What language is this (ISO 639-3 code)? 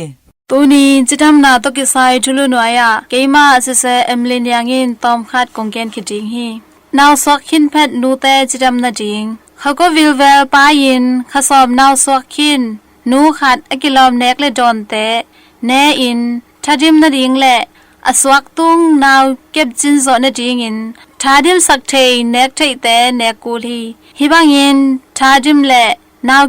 ctd